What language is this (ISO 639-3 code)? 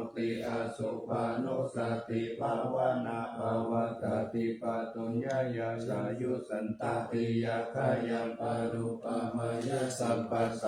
pli